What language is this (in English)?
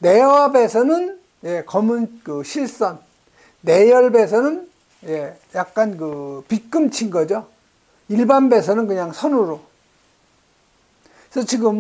Korean